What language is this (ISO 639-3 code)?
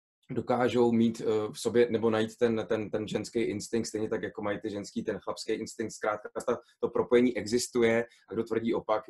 ces